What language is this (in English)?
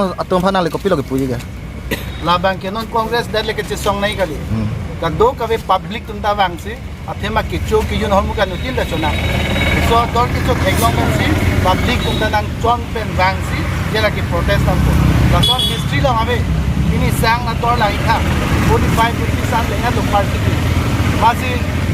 Karbi